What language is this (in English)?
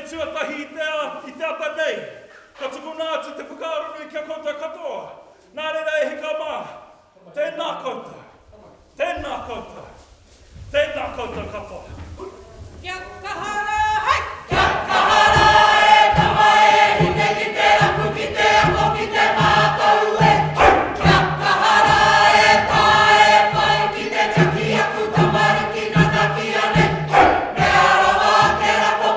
Māori